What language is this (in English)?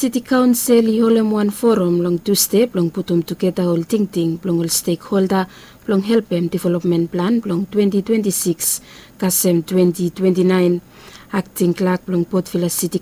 Bislama